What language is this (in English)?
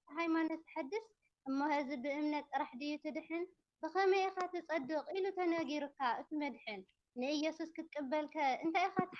Tigrinya